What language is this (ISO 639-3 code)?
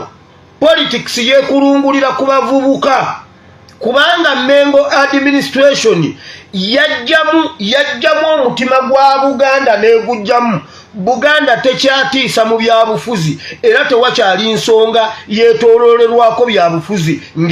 lug